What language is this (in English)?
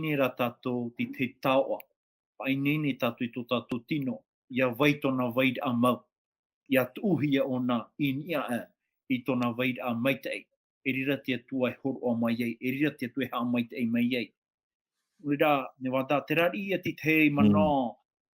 Tahitian